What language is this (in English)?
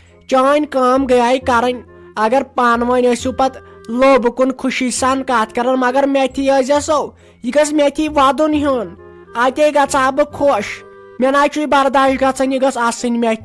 Kashmiri